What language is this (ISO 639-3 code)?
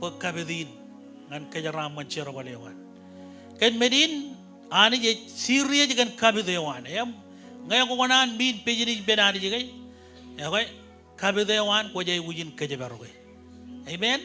mah